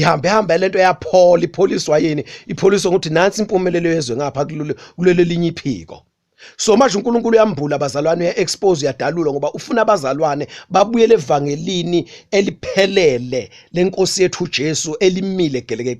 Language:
Zulu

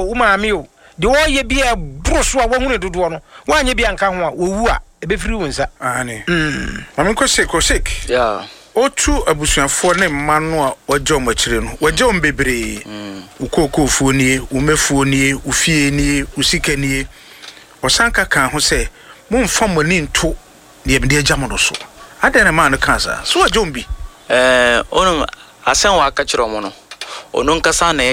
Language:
Akan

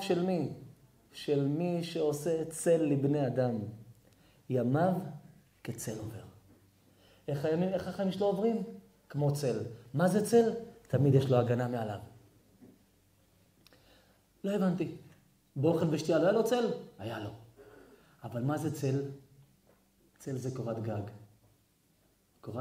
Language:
Hebrew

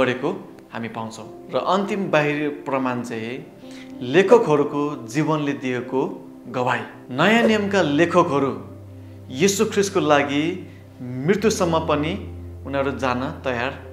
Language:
Nepali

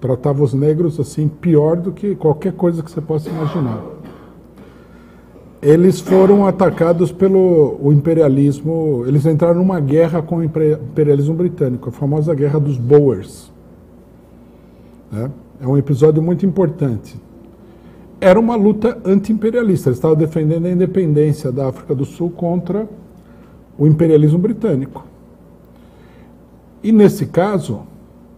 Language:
Portuguese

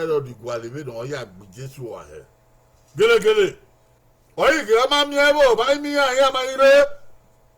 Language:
Bini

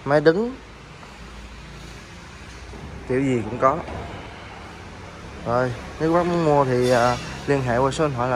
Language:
Vietnamese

